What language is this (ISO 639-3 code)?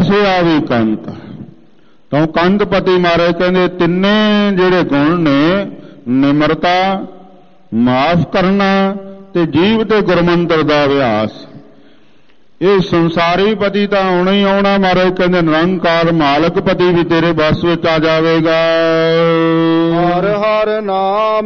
pan